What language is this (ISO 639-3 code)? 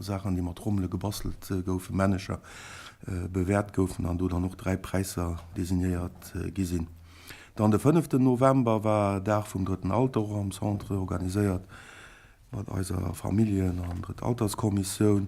ltz